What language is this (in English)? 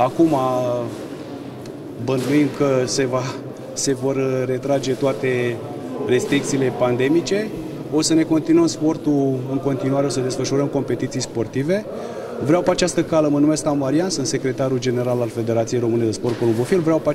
Romanian